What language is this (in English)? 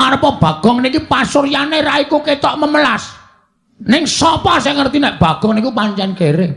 Javanese